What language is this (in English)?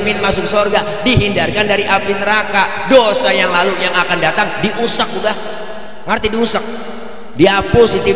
Betawi